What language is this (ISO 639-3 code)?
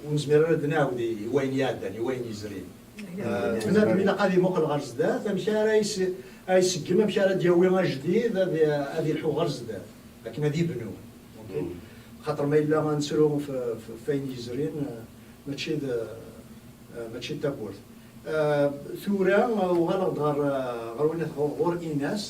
kab